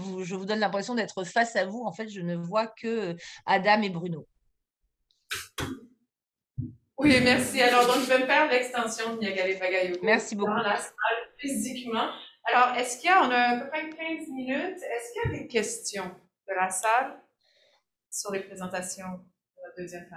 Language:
French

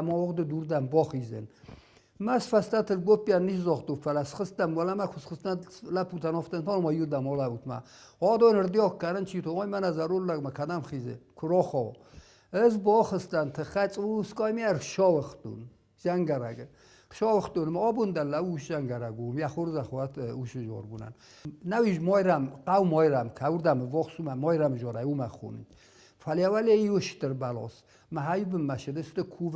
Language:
Ossetic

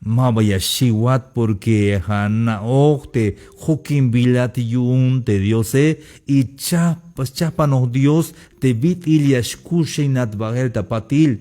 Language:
Tzeltal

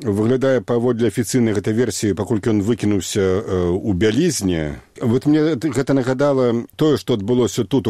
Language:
Belarusian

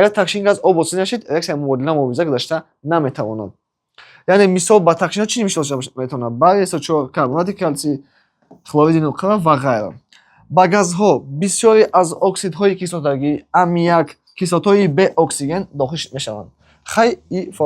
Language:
Tajik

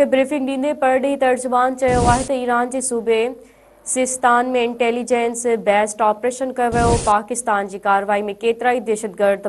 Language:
Sindhi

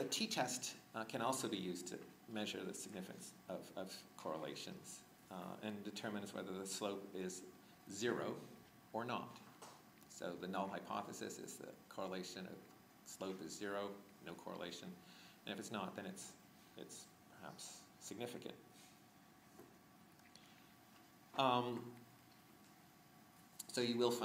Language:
English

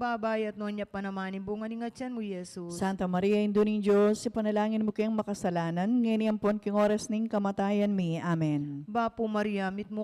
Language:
Pampanga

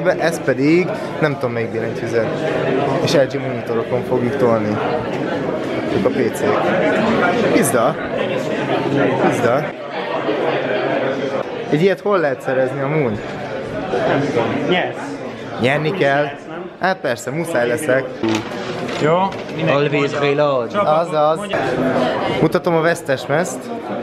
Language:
Hungarian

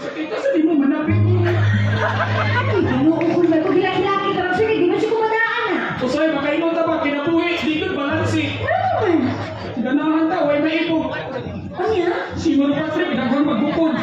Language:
Cebuano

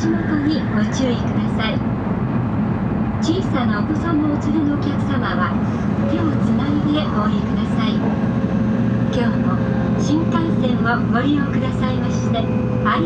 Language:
Japanese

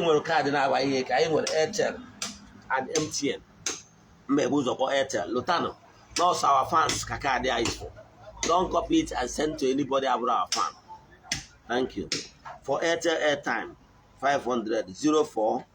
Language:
Igbo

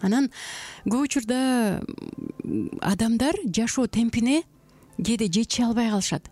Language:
Kyrgyz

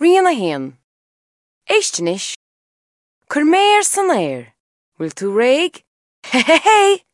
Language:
Irish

